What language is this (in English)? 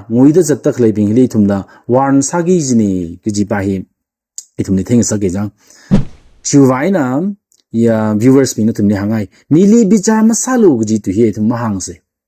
Tangkhul Naga (India)